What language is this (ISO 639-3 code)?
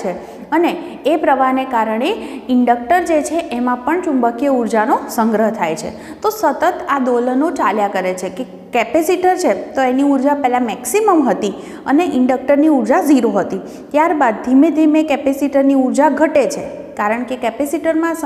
guj